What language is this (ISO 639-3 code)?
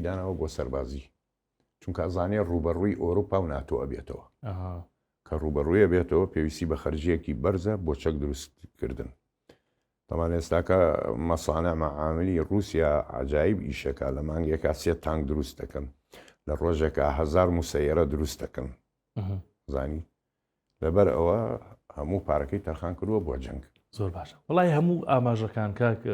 ckb